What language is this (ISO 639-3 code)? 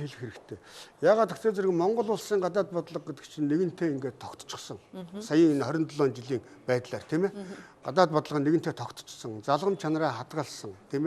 mon